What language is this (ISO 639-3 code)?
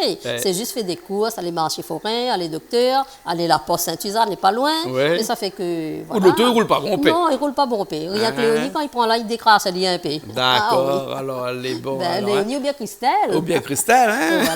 rcf